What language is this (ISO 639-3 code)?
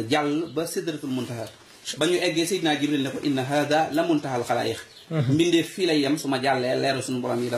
wol